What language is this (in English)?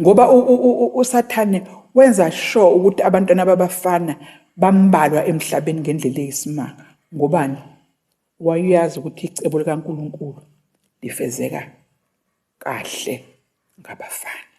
Zulu